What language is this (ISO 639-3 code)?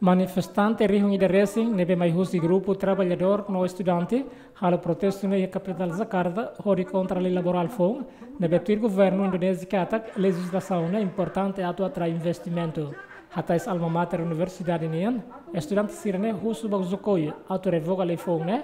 tet